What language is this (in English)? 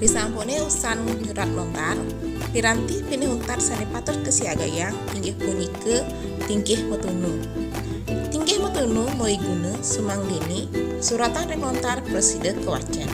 Balinese